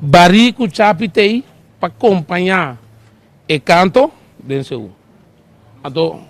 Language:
Papiamento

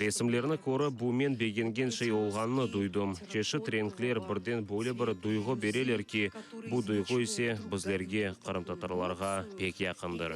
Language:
Crimean Tatar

